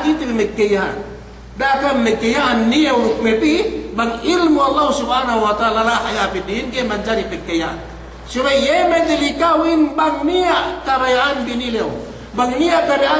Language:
Yakan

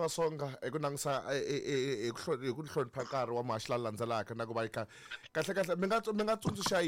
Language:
Tsonga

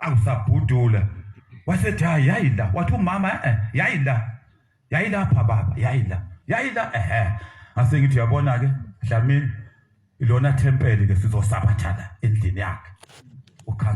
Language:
Zulu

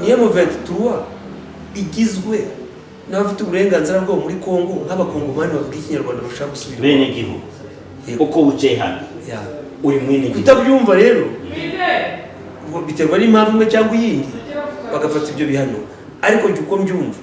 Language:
Kinyarwanda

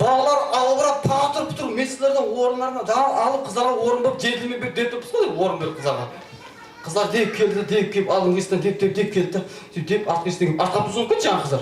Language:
Kara-Kalpak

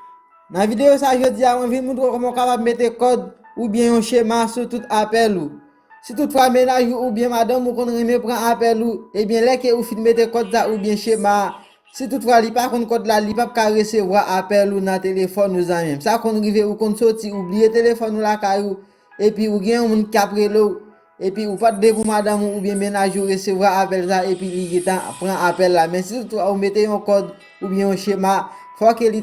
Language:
Haitian Creole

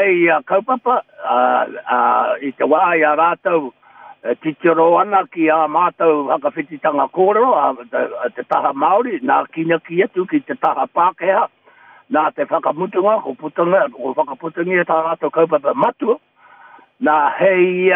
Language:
Māori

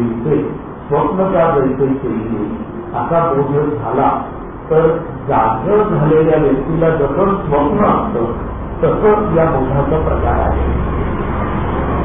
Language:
Marathi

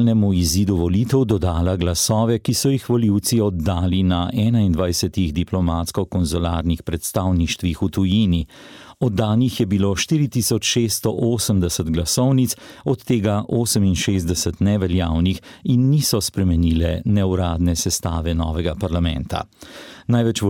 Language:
Slovenian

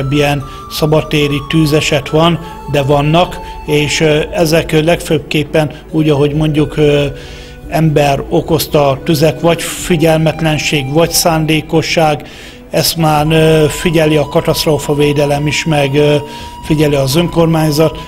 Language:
Hungarian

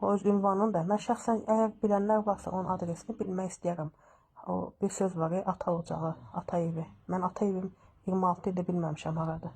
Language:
Azerbaijani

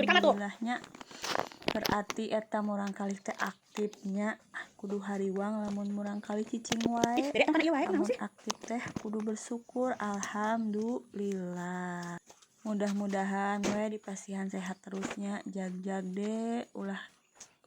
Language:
Sundanese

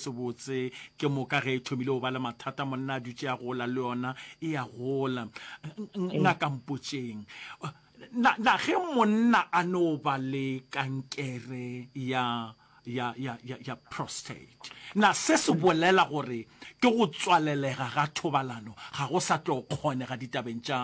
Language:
Northern Sotho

